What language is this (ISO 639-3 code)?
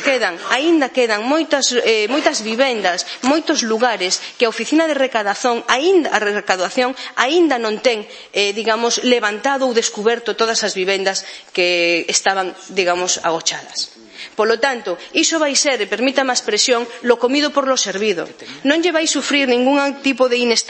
glg